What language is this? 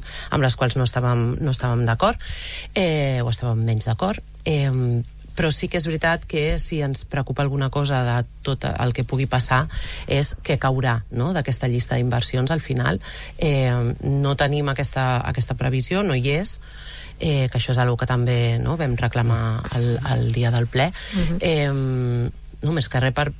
Catalan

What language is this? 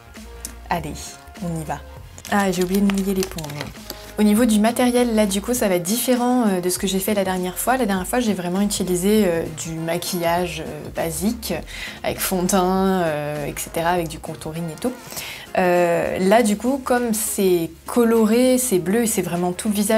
French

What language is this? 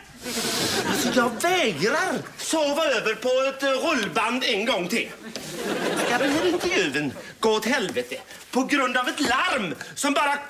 Swedish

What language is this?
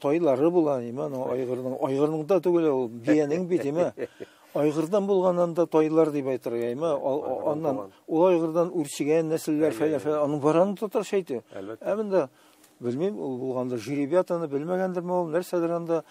Tatar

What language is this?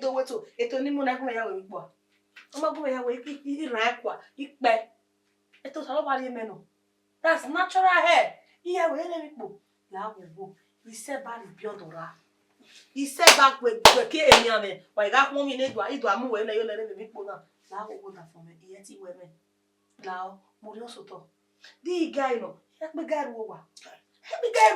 Bini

